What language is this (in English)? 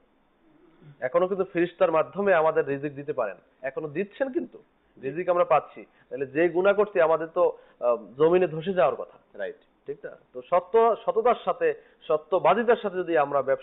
Bangla